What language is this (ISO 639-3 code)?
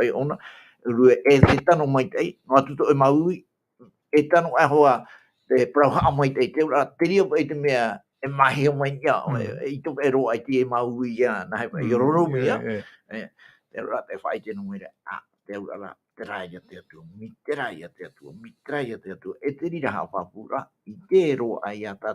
tah